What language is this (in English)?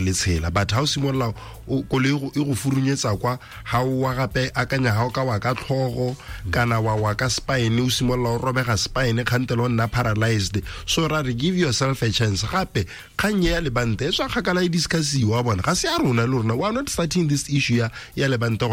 Tswana